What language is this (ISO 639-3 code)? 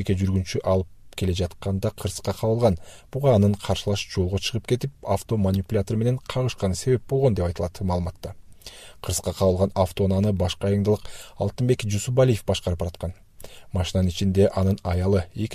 kir